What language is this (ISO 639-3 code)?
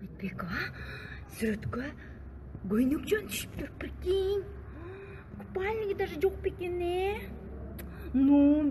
kir